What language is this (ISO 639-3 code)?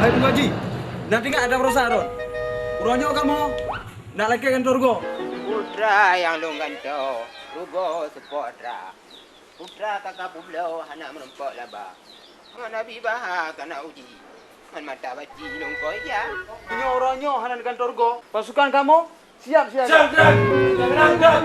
ace